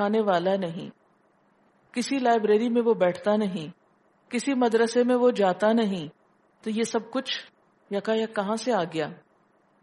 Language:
Urdu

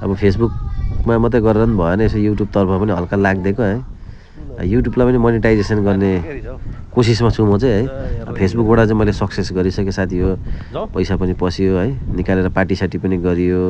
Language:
Nepali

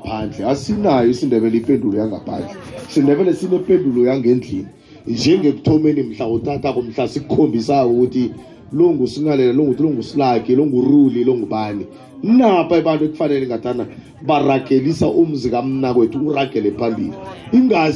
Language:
South Ndebele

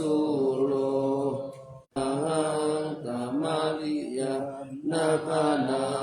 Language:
Pali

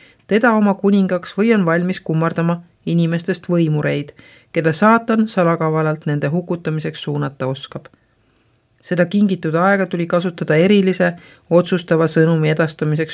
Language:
Estonian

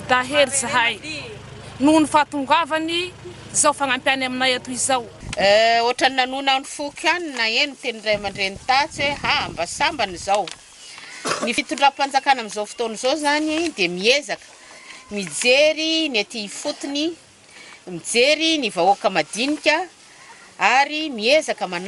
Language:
Malagasy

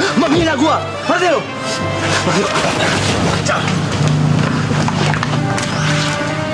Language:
Indonesian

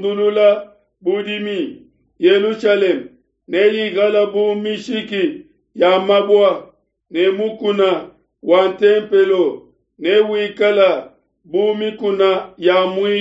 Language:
Luba-Lulua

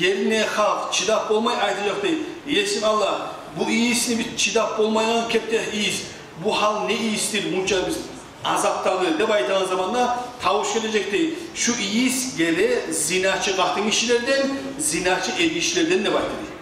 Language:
Kumyk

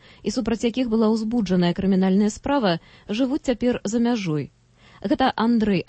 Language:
Belarusian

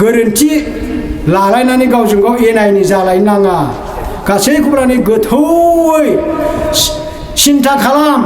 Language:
Bodo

